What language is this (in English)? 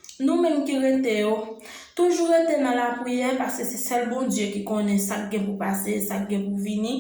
Haitian Creole